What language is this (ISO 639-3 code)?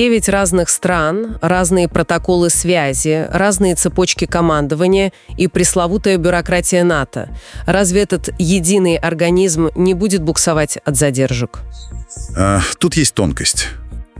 rus